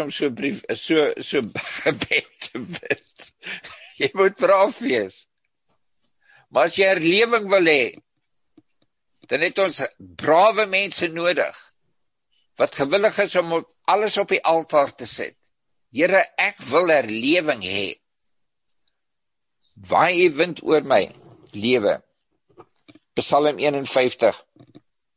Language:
Afrikaans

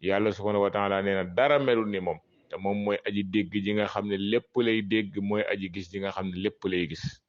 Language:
Wolof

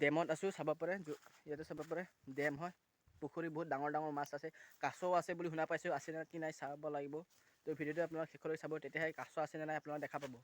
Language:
Assamese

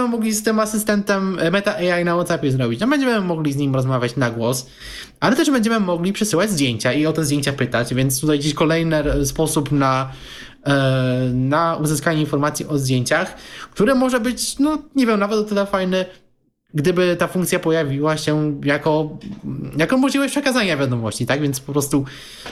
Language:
Polish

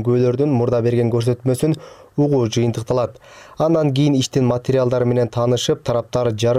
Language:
Kyrgyz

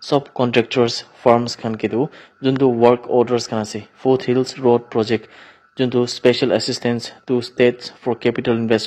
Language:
Naga Pidgin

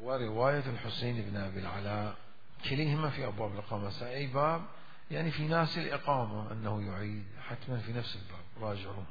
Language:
Mesopotamian Arabic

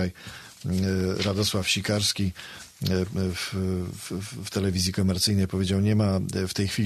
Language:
Polish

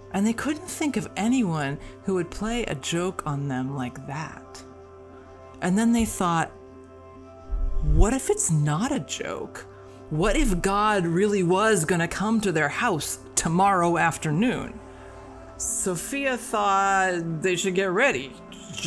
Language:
English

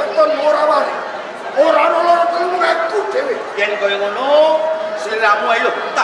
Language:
Javanese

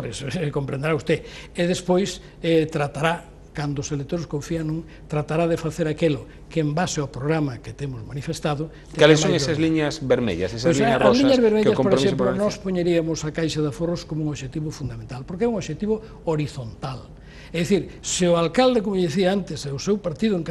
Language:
Galician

